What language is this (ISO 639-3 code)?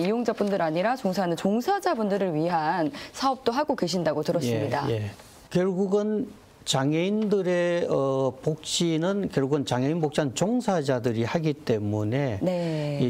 kor